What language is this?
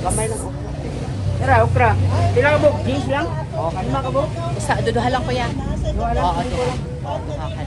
Cebuano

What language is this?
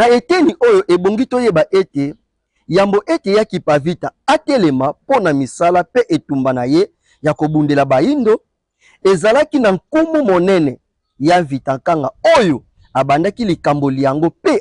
Lingala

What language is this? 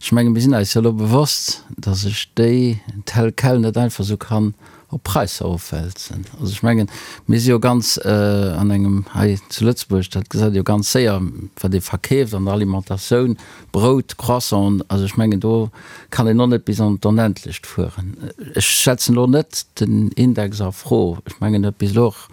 Luxembourgish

